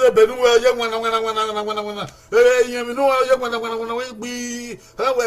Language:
Bini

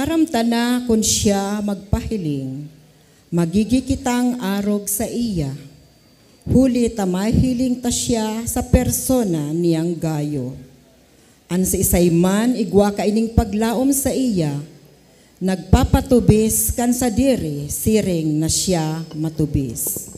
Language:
Bikol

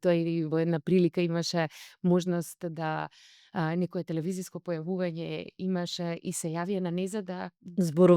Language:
Macedonian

